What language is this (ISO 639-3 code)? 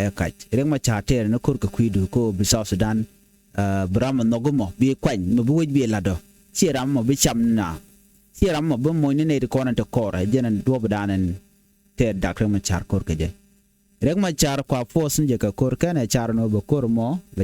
nus